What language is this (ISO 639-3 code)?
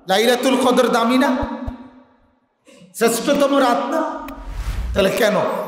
ben